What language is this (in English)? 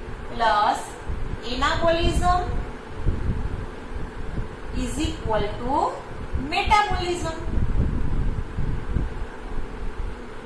Gujarati